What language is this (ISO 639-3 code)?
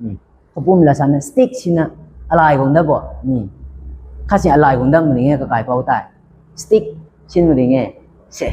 nbu